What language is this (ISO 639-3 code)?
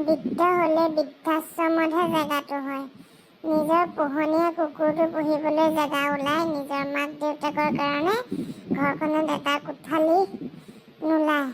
asm